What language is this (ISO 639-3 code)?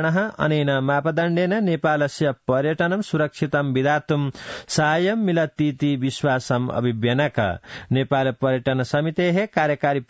san